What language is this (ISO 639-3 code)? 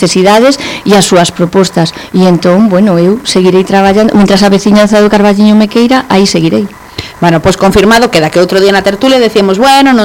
glg